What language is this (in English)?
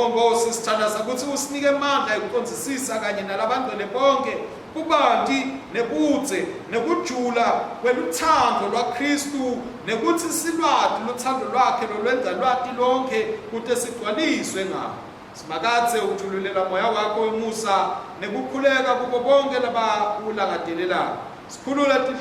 Swati